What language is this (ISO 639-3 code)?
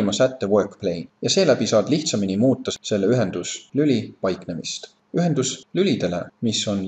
est